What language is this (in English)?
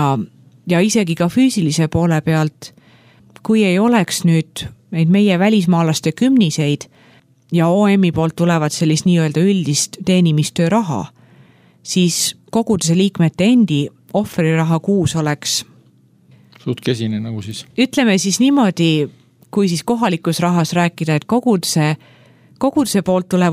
Estonian